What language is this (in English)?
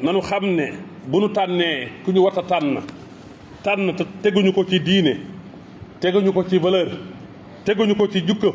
Wolof